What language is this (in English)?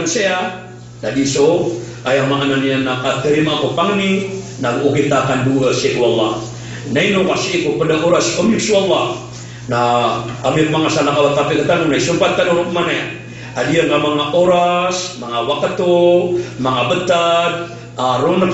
Maranao